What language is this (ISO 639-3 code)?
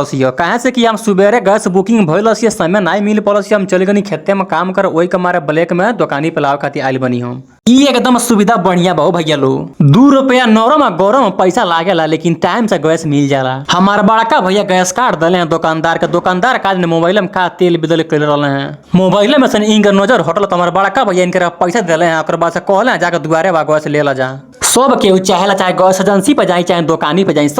bho